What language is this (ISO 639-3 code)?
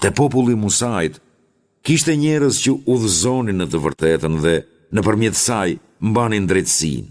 sqi